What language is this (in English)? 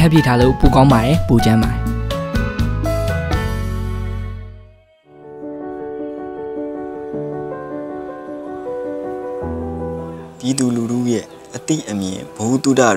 Burmese